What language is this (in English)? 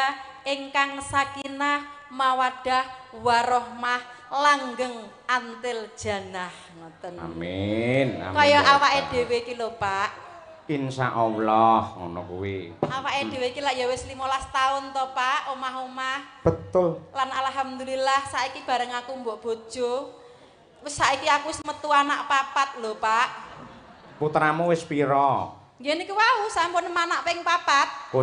Javanese